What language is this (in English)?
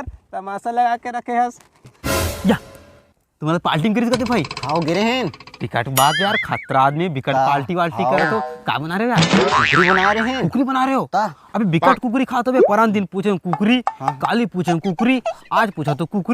Chhattisgarhi